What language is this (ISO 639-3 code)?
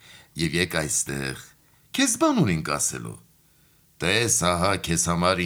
hye